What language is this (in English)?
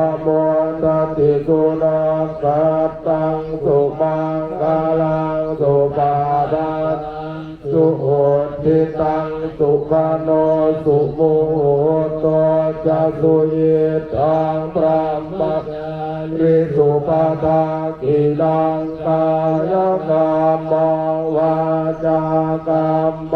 Pali